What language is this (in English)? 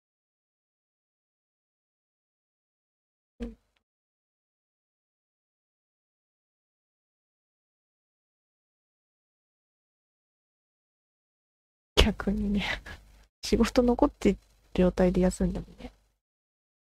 Japanese